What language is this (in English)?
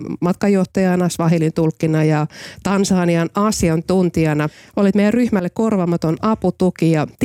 Finnish